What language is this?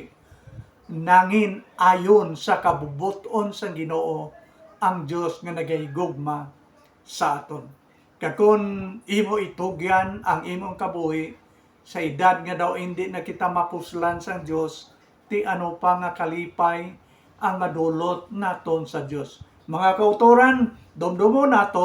Hiligaynon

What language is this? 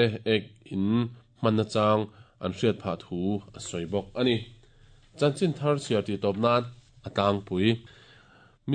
Mizo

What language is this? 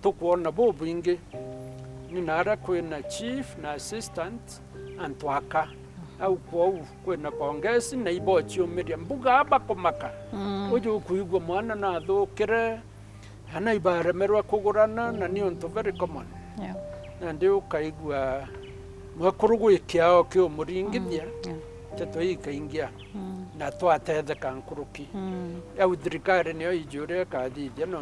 Meru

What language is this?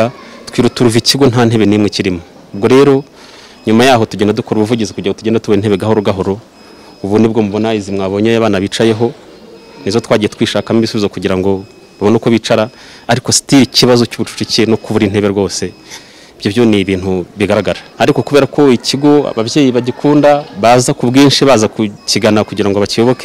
Kinyarwanda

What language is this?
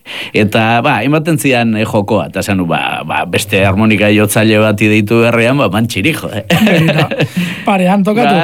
Basque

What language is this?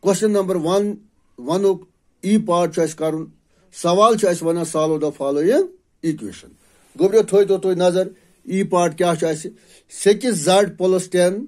Kashmiri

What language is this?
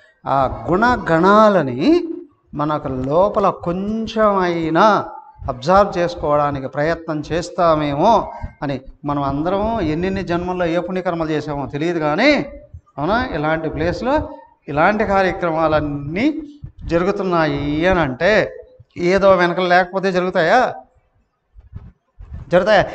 Telugu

